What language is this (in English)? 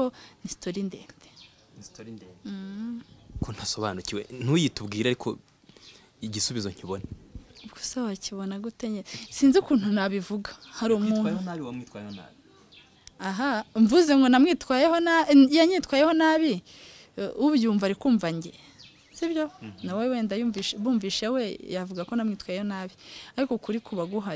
Kinyarwanda